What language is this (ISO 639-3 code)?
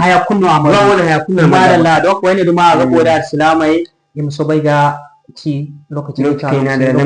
dje